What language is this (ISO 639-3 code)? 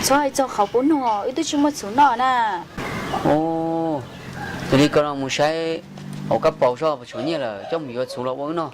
hmn